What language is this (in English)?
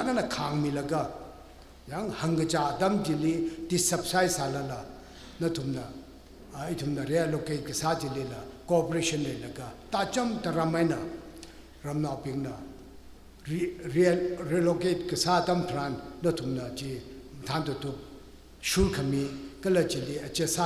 Tangkhul Naga (India)